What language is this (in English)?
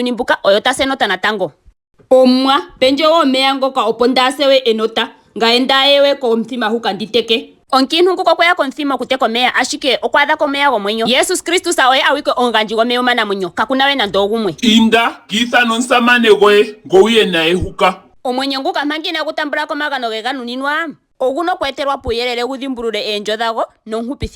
Ndonga